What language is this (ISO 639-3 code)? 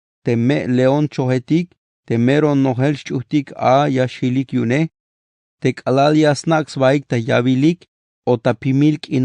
tzh